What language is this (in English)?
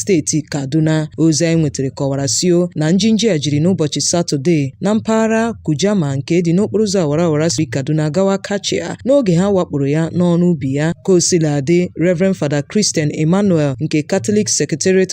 Igbo